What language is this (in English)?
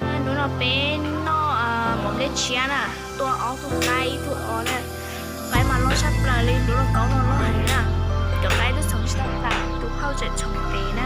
Hmong